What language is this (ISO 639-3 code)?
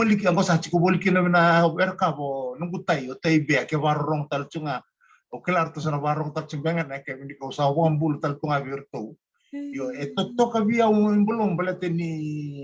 fij